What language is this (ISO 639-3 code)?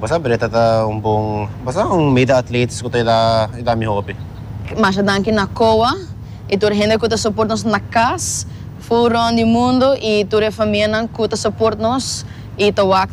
pap